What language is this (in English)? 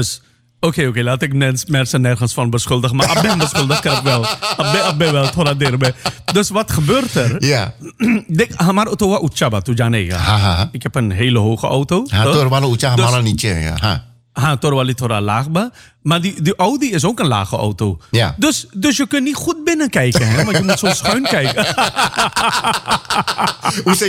Dutch